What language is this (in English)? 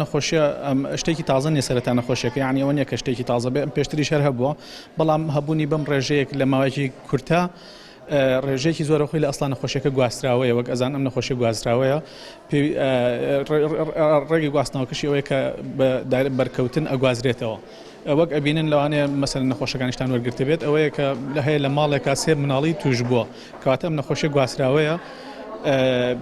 Central Kurdish